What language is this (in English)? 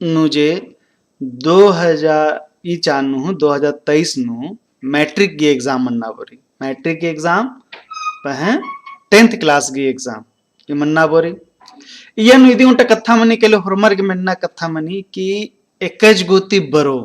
Kurukh